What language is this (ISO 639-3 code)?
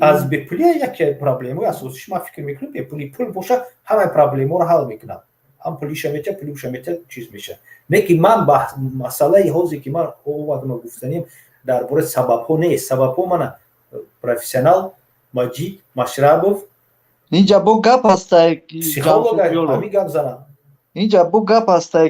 tgk